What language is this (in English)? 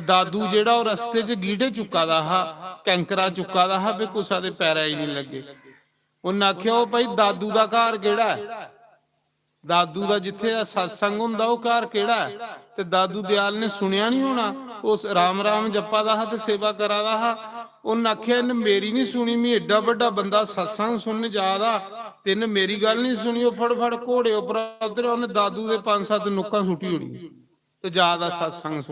Dogri